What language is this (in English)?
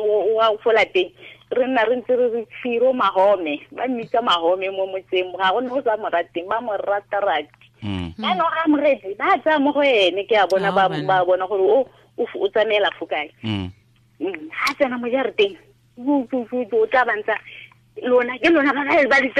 Tswana